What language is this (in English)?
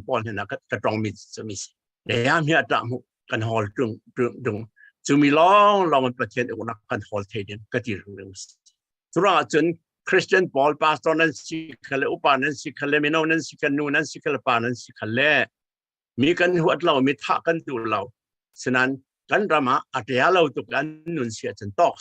Falam Chin